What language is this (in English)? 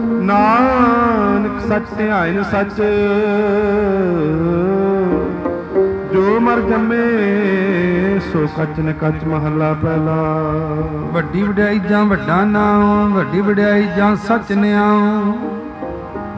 Punjabi